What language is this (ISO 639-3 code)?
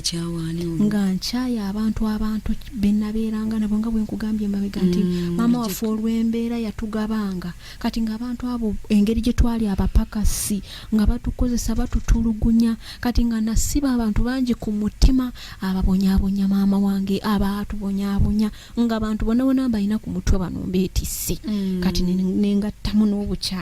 lug